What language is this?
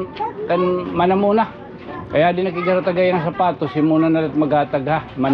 Waray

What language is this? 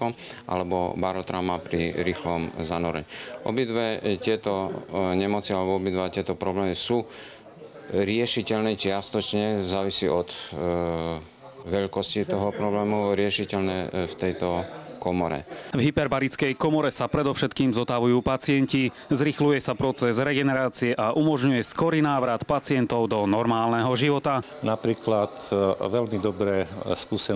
Slovak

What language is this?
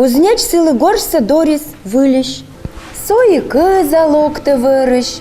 Komi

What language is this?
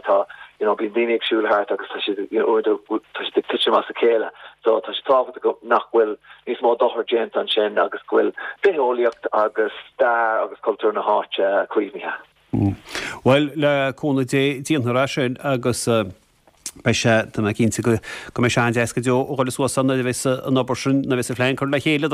Irish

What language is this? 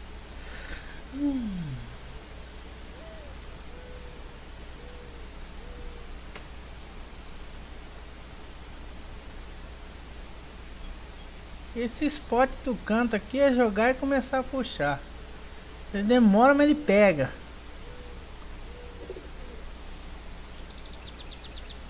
Portuguese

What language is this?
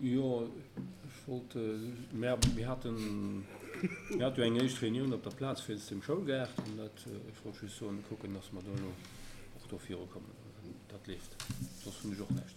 Luxembourgish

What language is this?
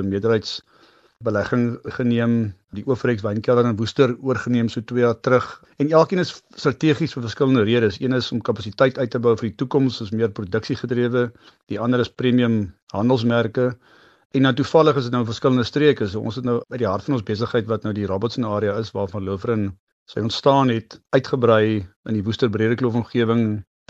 Afrikaans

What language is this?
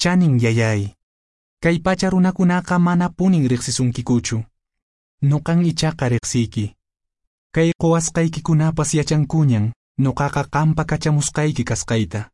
Quechua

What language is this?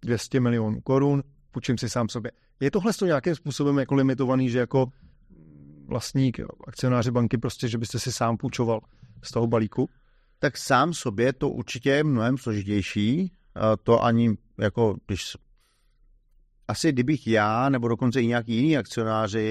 Czech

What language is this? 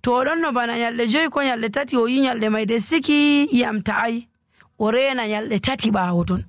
Nigerian Fulfulde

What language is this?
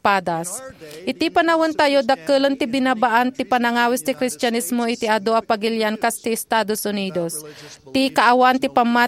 Iloko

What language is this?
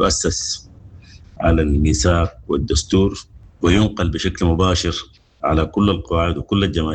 Sudanese Arabic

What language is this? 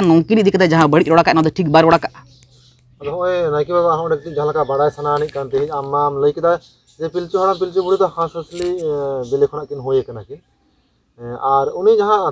Santali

